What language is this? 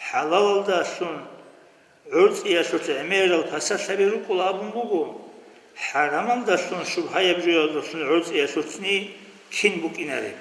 Avaric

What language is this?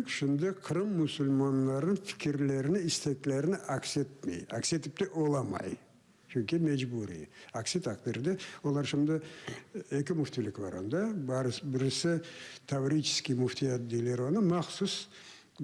Crimean Tatar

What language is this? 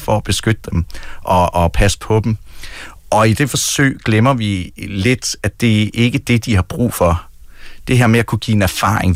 Danish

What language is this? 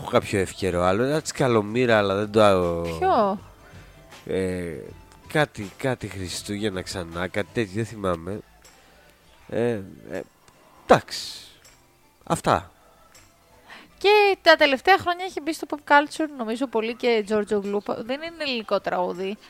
Greek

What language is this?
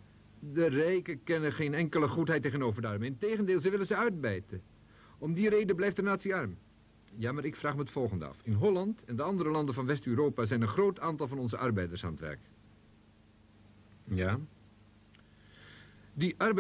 Dutch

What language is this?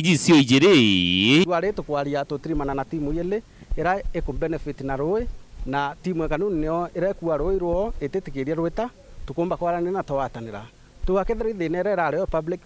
Meru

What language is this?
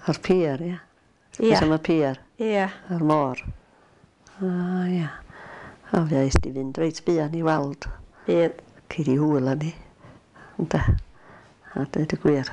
Welsh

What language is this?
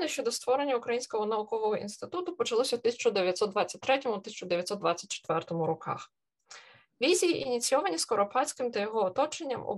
Ukrainian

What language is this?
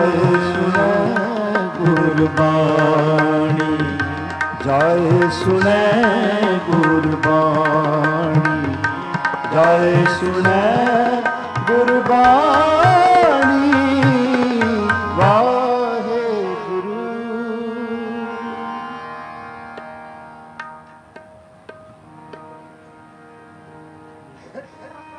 Punjabi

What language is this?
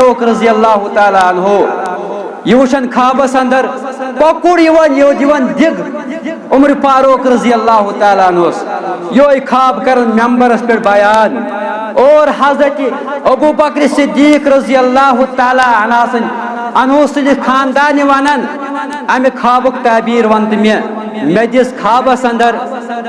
Kashmiri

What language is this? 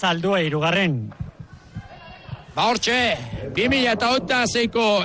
Basque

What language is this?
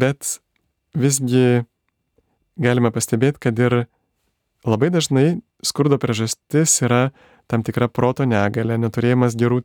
Lithuanian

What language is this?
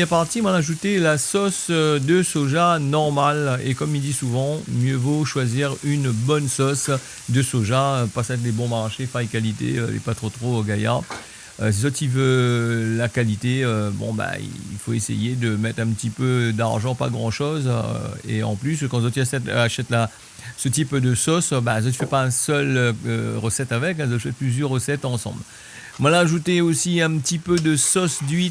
Réunion Creole French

